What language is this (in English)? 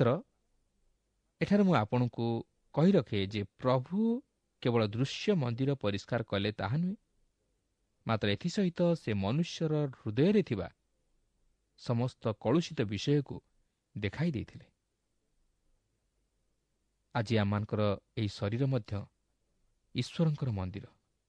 Odia